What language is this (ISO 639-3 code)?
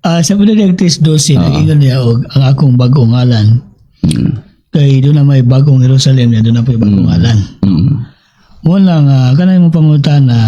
ceb